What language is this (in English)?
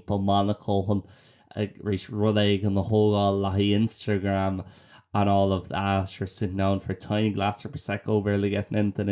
Irish